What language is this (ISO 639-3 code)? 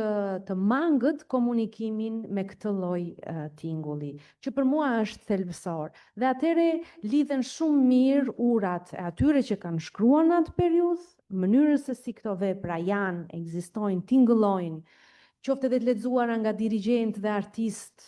sqi